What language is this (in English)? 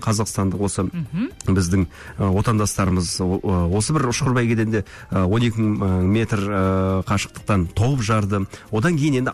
Kazakh